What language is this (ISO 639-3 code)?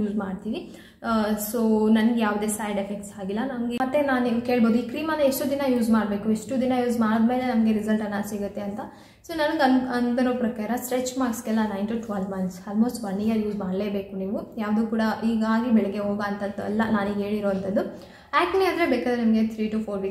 kan